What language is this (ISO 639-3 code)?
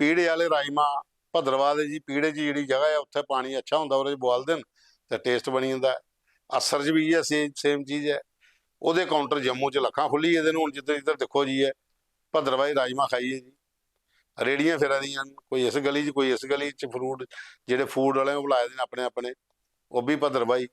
doi